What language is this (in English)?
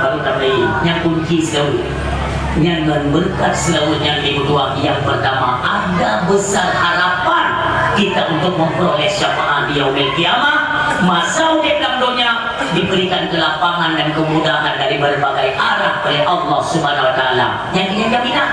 Achinese